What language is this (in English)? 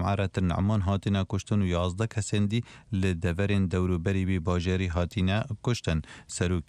Kurdish